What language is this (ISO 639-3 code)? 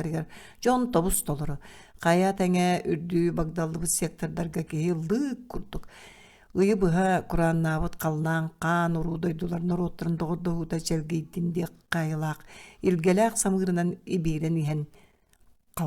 sah